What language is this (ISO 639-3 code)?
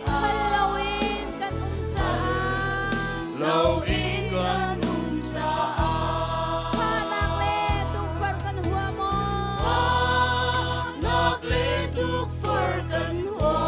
cnh